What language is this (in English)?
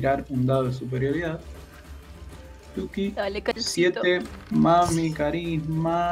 Spanish